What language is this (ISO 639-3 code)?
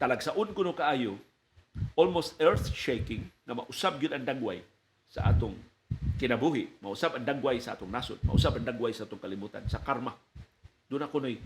ceb